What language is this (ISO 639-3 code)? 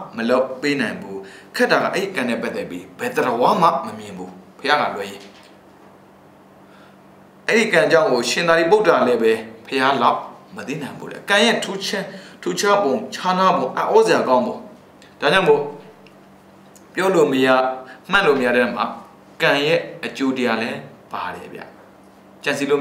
mya